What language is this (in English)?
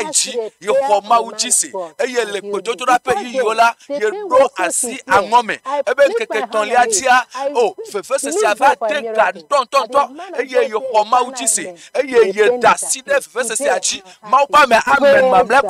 Ewe